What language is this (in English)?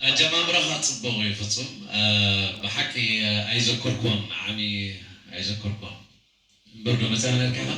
Tigrinya